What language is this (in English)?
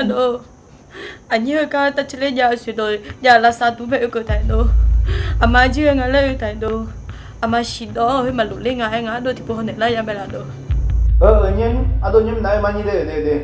Akha